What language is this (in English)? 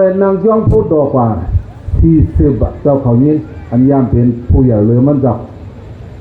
Shan